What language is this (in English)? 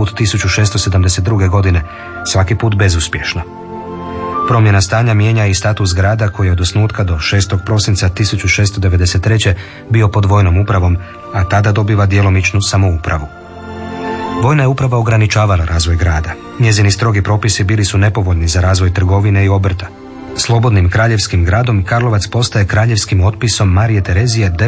Croatian